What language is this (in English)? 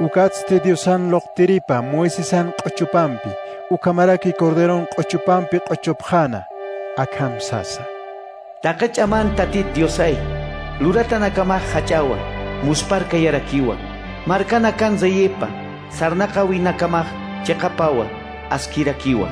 Aymara